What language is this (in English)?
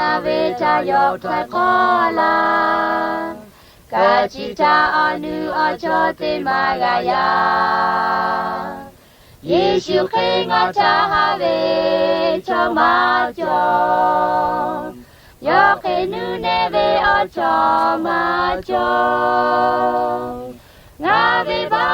Lahu